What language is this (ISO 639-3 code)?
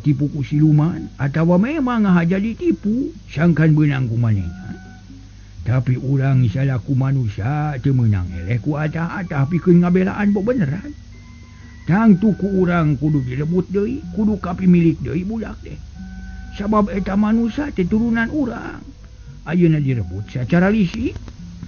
sun